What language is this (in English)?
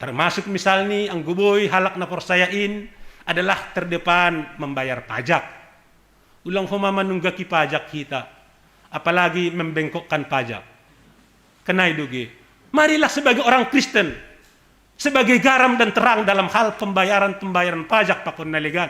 Batak Simalungun